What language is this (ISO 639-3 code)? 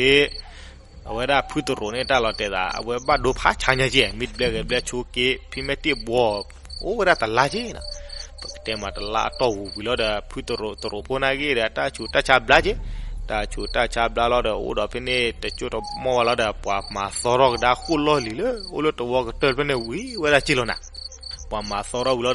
ksw